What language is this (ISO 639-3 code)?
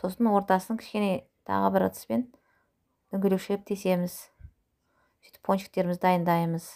kaz